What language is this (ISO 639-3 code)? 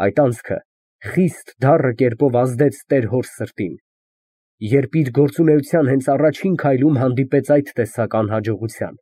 hye